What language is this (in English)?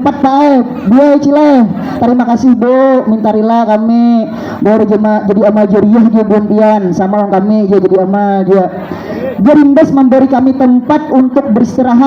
Banjar